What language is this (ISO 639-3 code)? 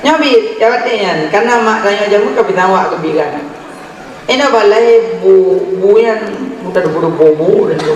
ace